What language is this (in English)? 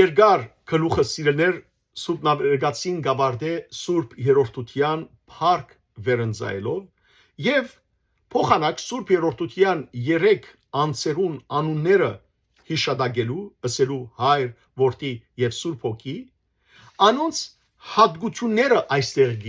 Western Armenian